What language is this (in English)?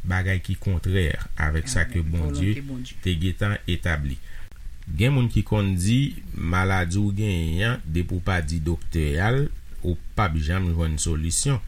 Haitian Creole